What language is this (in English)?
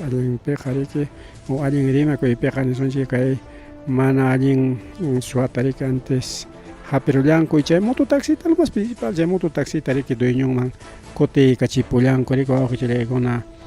Ayacucho Quechua